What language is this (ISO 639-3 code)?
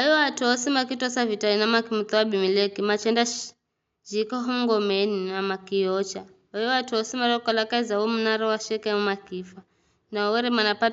nyf